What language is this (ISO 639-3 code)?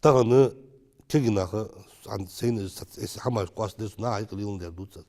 inh